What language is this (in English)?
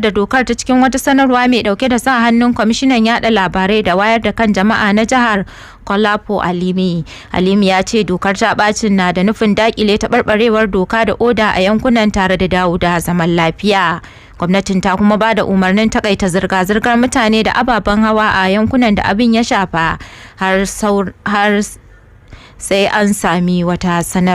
Hausa